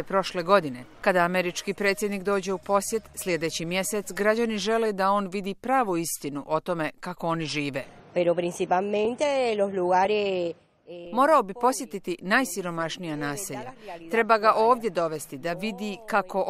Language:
Croatian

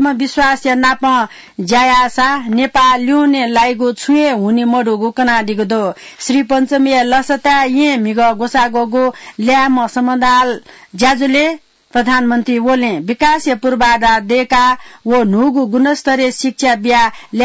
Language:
Newari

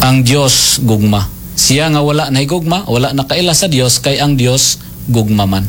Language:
Cebuano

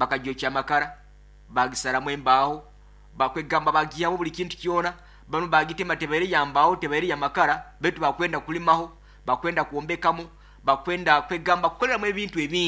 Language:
Nyoro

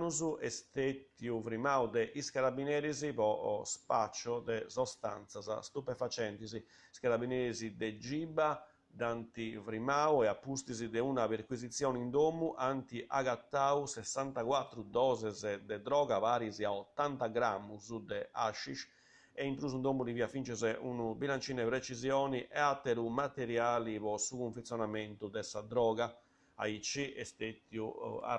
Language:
Sardinian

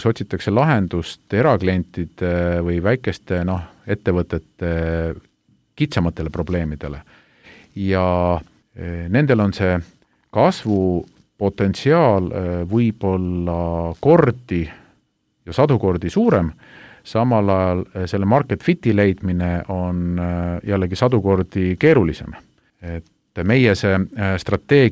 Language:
Estonian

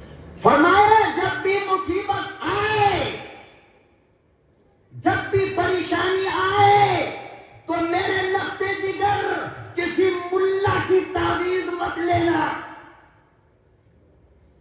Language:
Urdu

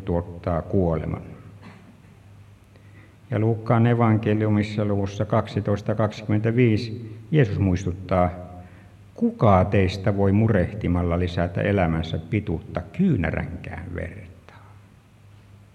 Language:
Finnish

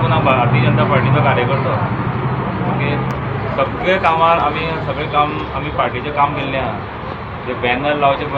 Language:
Konkani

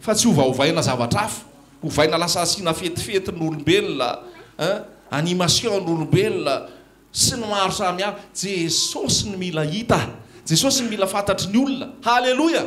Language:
Malagasy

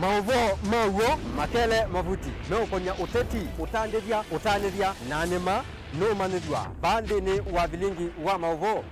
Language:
Kamba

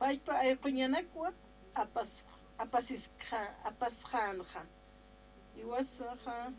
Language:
Aymara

